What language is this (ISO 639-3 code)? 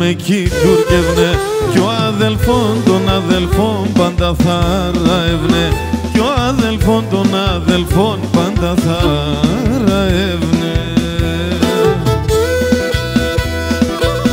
pnt